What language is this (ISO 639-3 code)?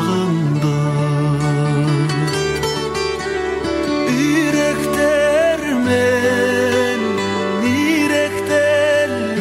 kaz